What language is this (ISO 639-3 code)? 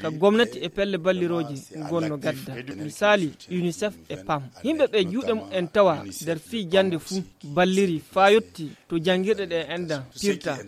ful